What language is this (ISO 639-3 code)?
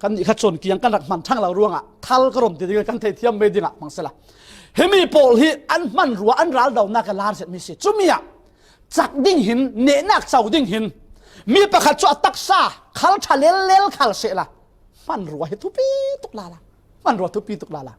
cfm